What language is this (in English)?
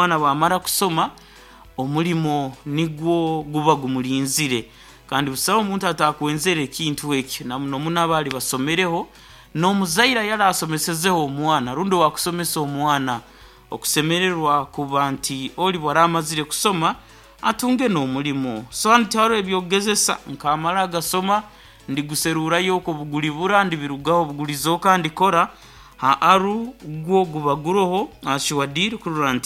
Nyankole